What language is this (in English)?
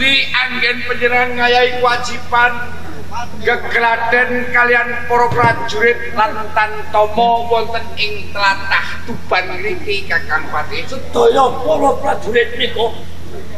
Javanese